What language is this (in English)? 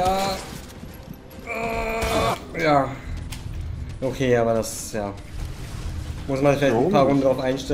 German